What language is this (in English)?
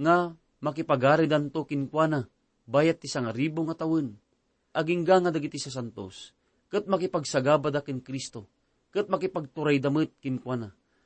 Iloko